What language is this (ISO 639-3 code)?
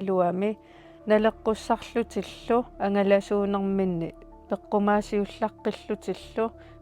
kal